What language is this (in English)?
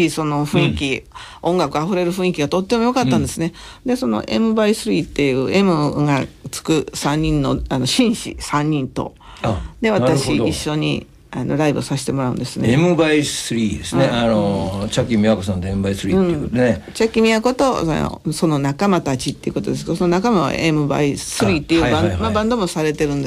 Japanese